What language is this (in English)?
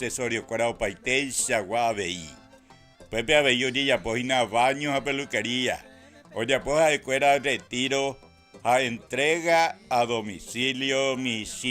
Guarani